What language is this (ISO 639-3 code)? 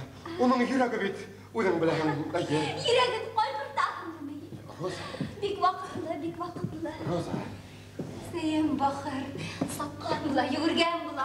bak